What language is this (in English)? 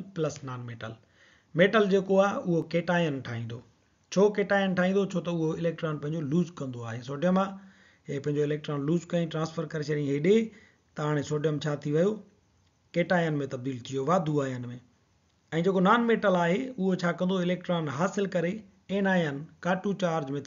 Sindhi